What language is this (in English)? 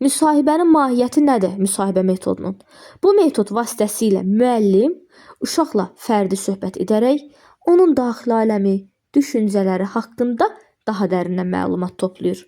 Azerbaijani